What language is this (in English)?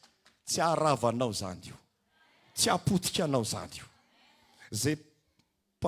Malagasy